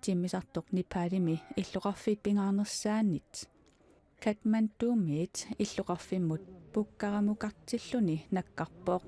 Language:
Kalaallisut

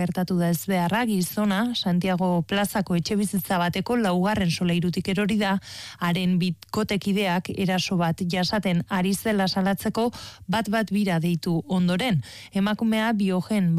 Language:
Basque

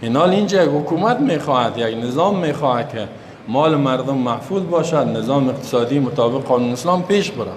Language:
Persian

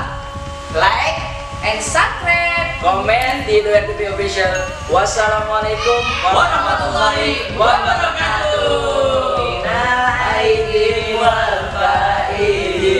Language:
Betawi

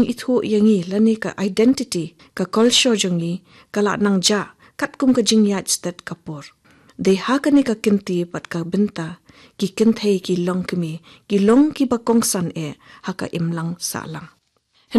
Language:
Khasi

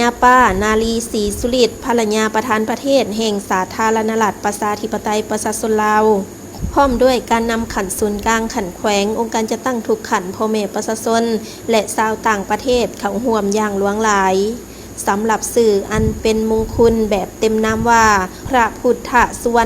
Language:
Lao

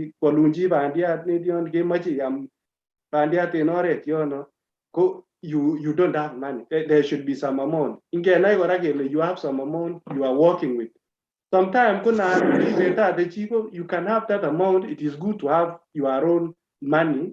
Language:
Kalenjin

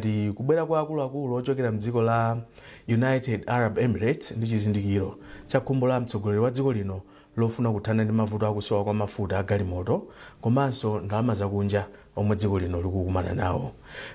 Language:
Nyanja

